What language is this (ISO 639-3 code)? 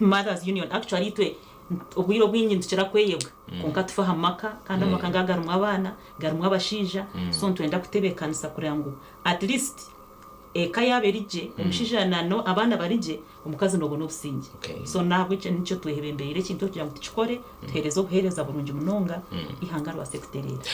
nyn